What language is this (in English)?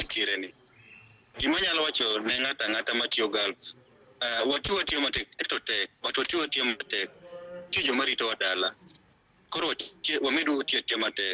Luo (Kenya and Tanzania)